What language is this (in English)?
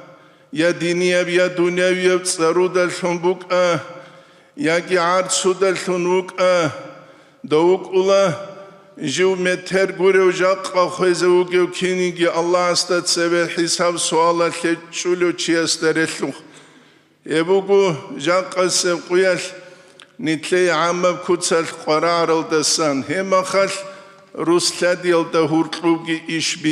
Avaric